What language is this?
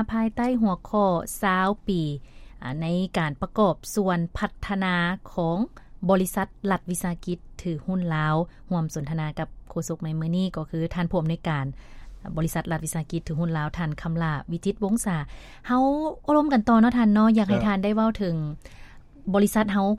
Lao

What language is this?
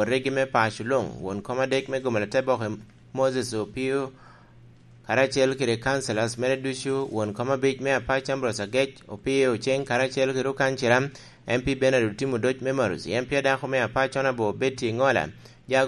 Lango (Uganda)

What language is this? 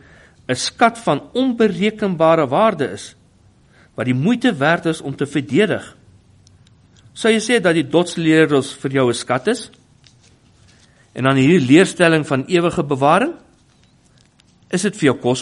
Afrikaans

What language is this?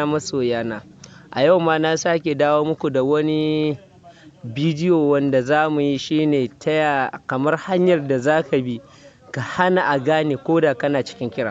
Hausa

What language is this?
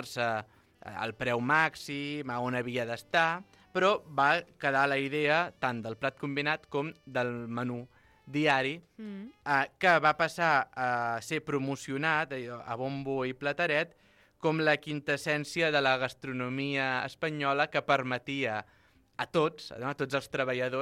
Catalan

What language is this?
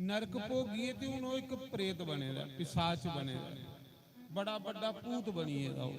Dogri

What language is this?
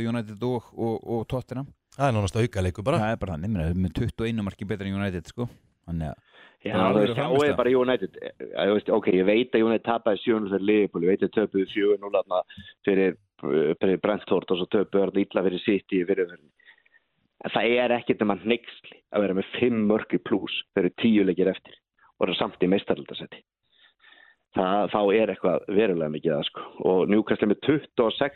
Icelandic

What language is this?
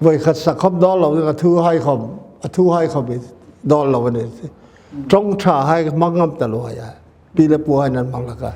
Paite Chin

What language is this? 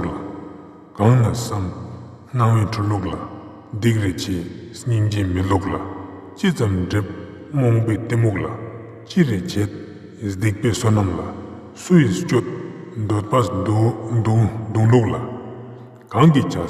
Ladakhi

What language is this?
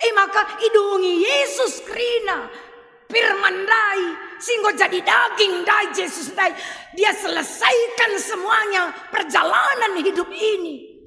Batak Karo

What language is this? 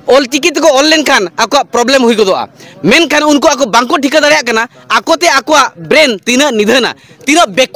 Santali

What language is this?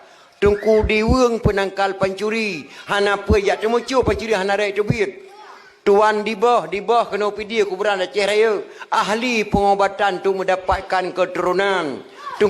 Achinese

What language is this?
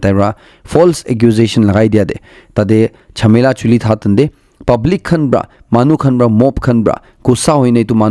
Naga Pidgin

